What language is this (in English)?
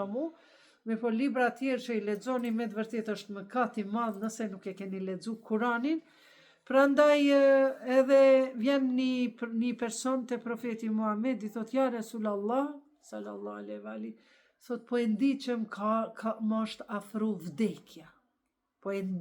Albanian